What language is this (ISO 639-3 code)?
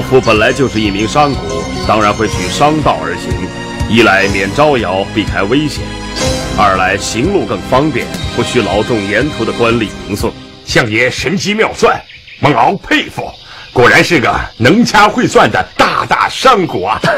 zho